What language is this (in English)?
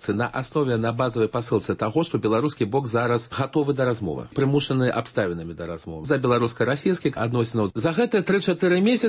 Belarusian